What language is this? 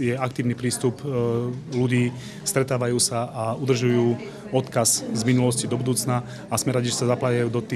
Slovak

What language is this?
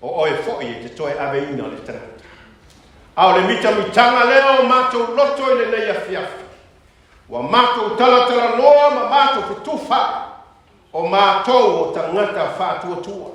Samoan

